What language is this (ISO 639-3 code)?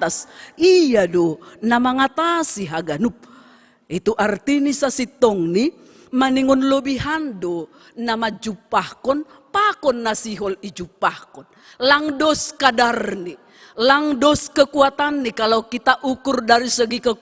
bts